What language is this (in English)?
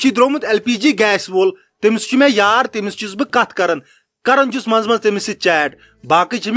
Kashmiri